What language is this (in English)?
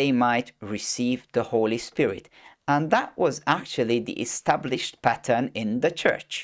English